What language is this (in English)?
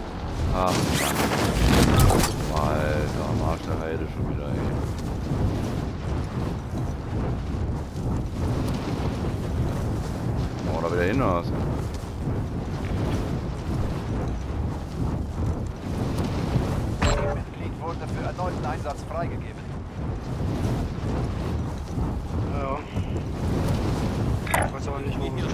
German